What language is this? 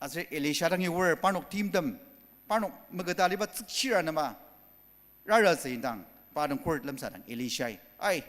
Ao Naga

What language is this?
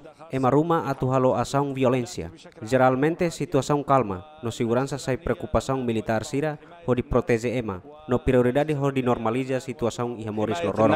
Tetum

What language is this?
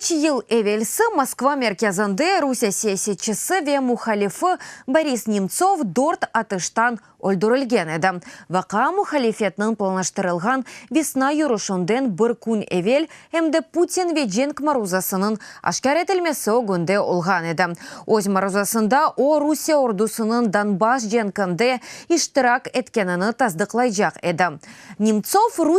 Crimean Tatar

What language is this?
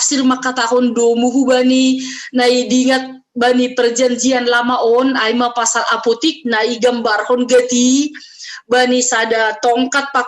Batak Simalungun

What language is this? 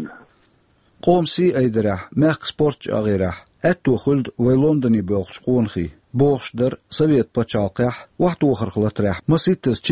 Chechen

